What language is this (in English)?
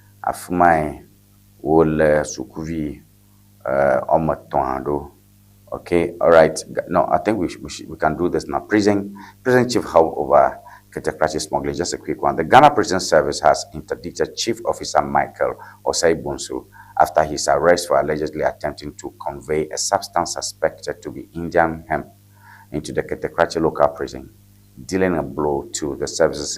Ewe